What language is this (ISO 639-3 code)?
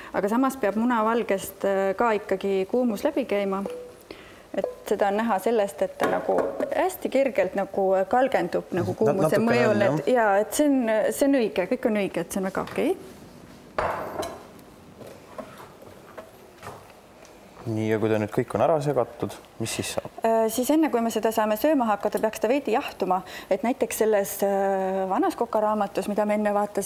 est